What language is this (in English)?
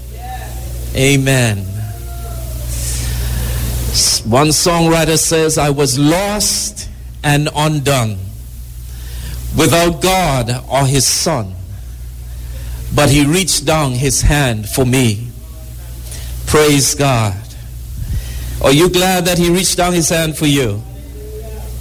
English